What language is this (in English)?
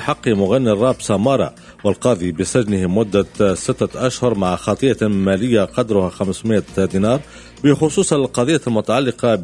Tunisian Arabic